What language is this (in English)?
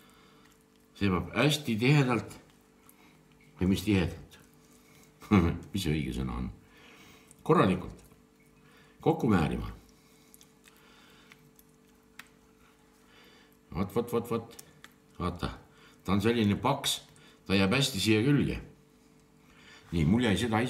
Estonian